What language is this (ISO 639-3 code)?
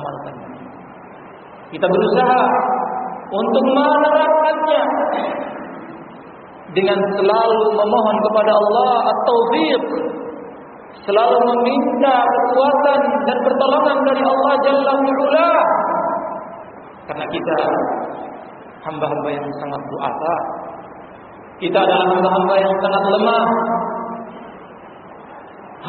ind